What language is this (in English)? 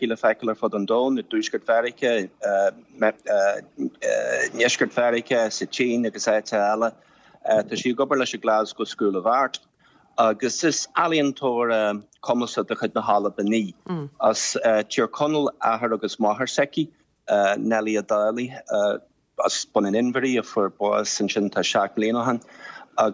Irish